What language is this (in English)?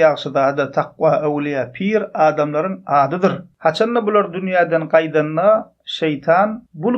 Turkmen